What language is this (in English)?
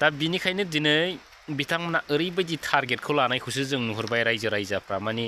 Bodo